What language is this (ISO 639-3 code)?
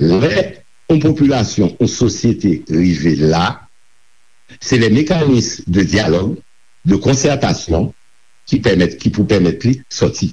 hat